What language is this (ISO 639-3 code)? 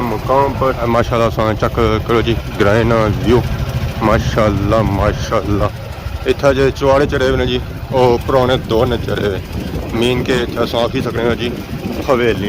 phr